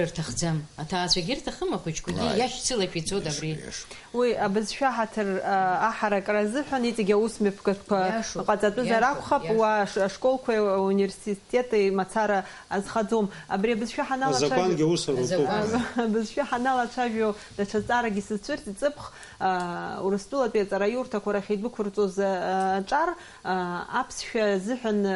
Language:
Abkhazian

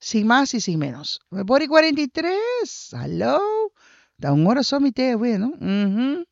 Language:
Papiamento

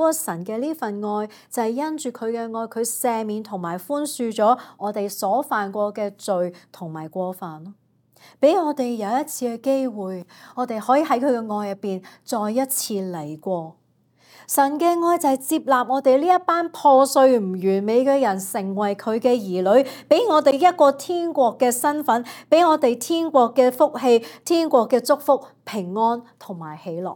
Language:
Cantonese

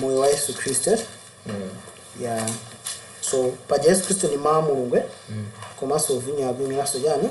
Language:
Nyanja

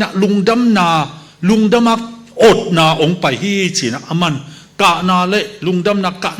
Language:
Tedim Chin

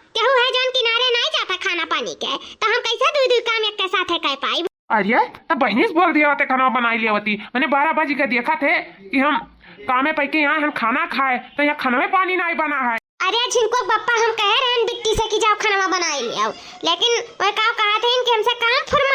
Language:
Awadhi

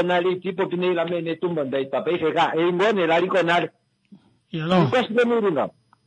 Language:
Kuanyama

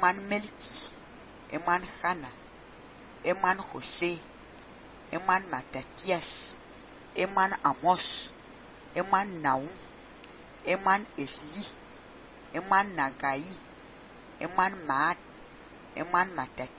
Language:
Fang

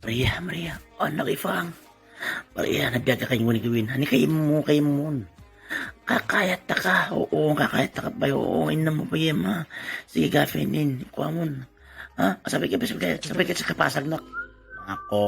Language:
Itawit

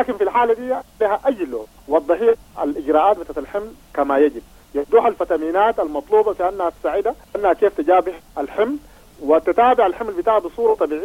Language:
Sudanese Arabic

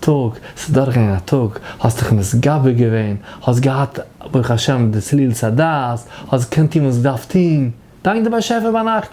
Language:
Yiddish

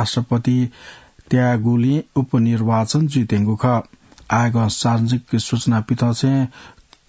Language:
Newari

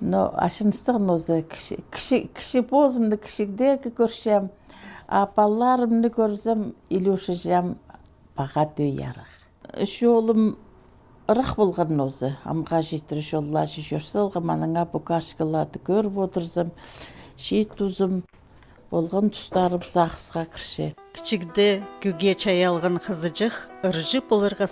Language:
Khakas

